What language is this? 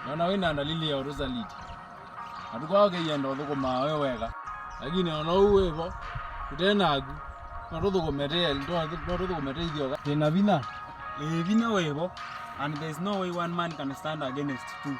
Kamba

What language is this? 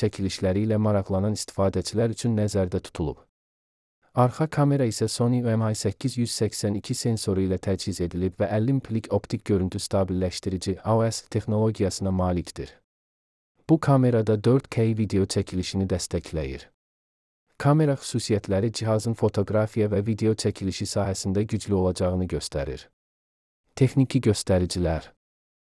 Azerbaijani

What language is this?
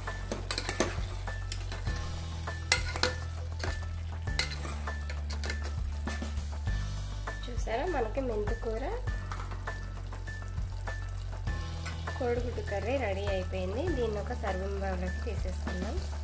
Telugu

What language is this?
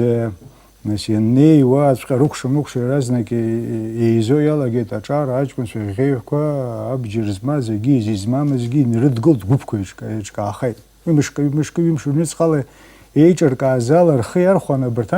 Abkhazian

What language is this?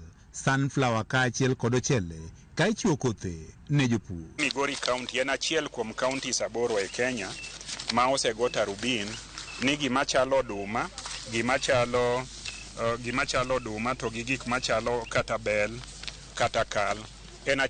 Luo (Kenya and Tanzania)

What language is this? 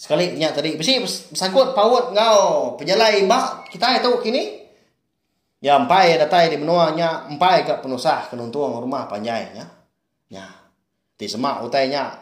Iban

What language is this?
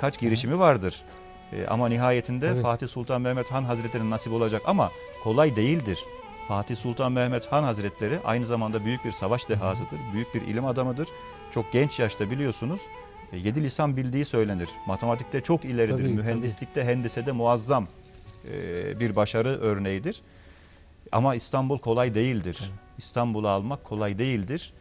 Turkish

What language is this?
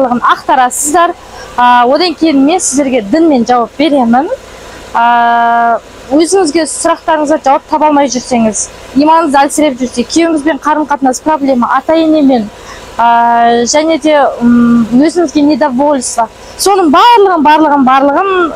Kazakh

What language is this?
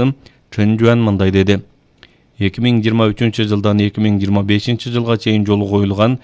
Kyrgyz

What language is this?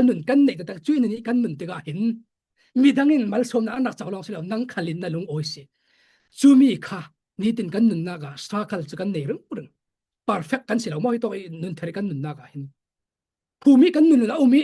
Falam Chin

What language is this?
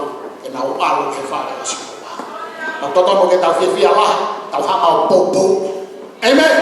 Tongan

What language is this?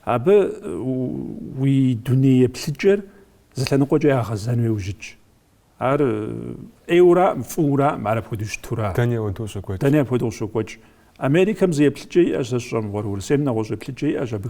Kabardian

